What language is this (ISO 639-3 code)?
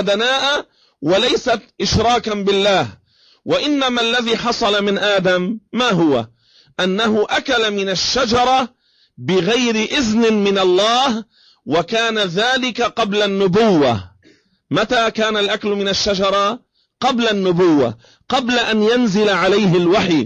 ara